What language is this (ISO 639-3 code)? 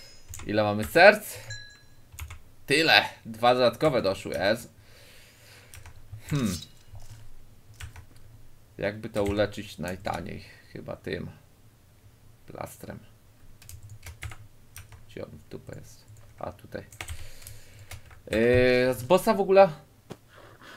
pol